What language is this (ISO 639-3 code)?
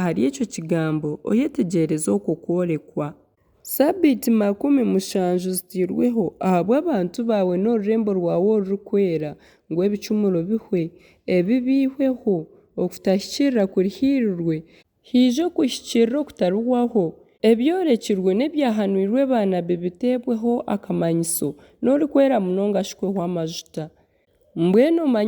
nyn